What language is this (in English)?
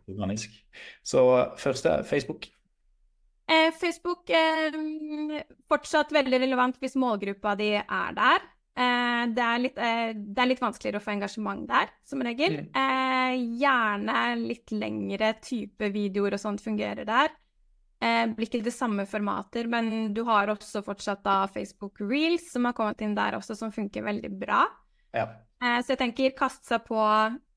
Norwegian